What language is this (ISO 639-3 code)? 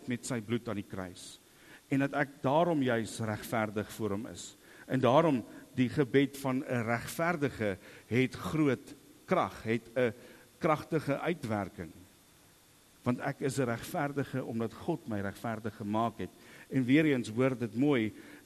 afr